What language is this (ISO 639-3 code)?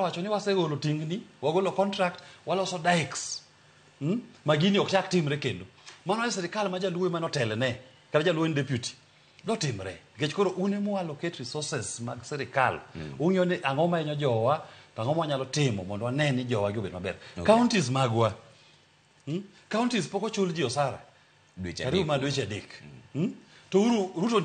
luo